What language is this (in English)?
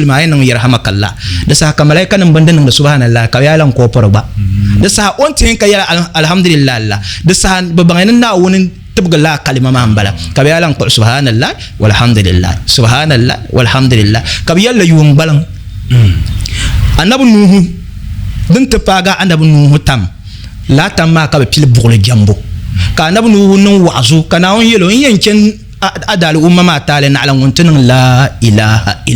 Dagbani